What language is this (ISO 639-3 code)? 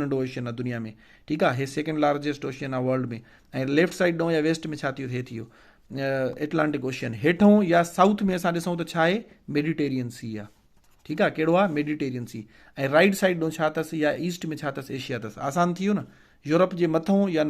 snd